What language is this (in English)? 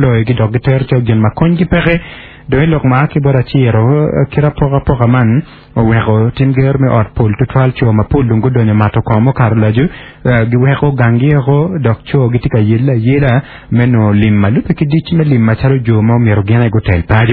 Acoli